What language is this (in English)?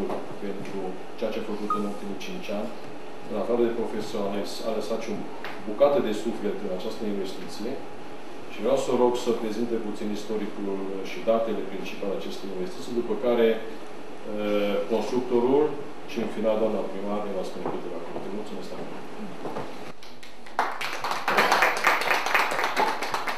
Romanian